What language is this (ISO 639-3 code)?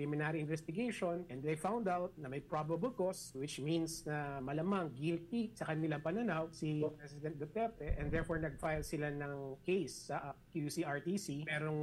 fil